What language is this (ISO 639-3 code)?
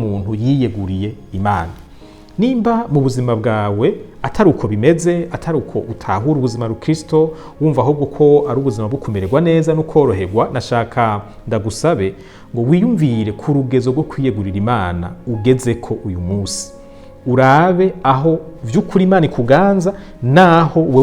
run